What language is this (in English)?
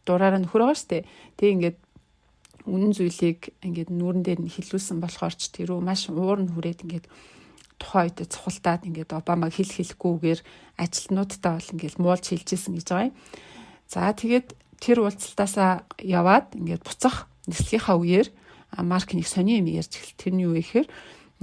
Mongolian